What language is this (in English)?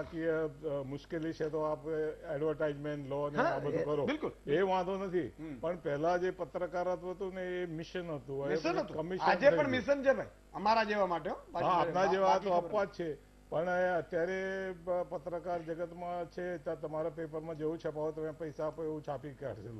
Gujarati